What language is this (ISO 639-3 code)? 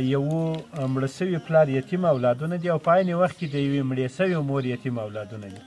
pus